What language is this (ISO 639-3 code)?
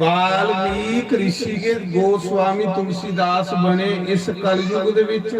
doi